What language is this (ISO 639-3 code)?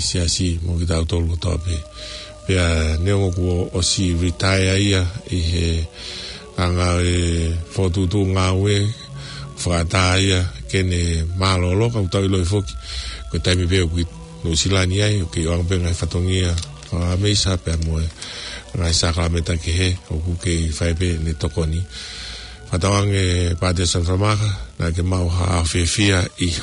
ton